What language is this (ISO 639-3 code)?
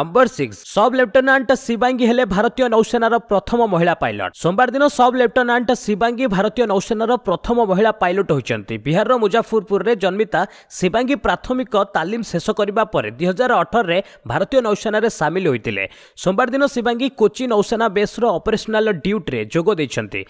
ori